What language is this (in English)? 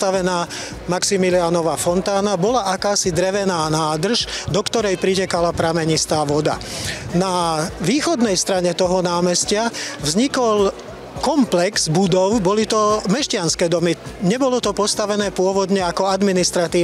Slovak